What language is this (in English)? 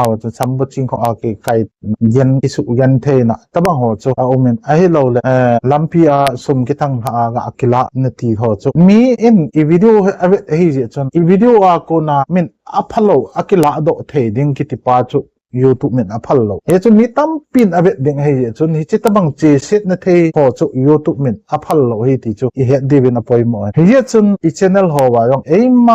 Thado Chin